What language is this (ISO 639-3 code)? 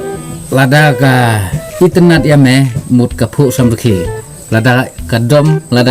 kha